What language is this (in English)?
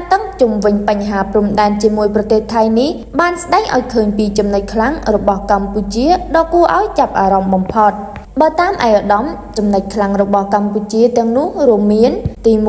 Khmer